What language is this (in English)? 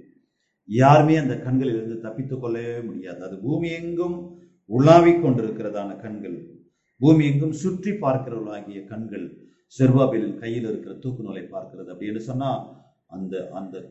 Tamil